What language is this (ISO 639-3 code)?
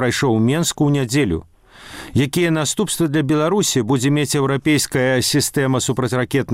bel